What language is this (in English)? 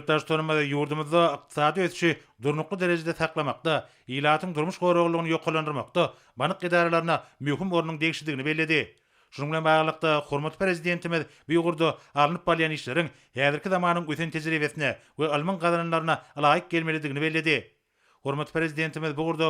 Turkmen